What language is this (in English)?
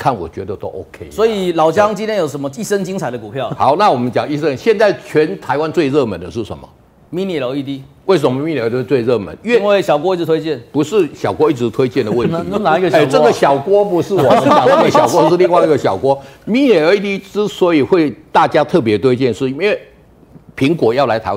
Chinese